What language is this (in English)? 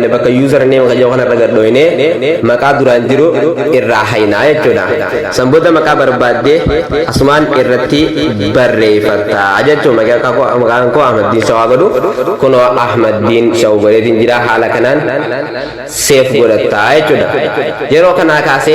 Oromo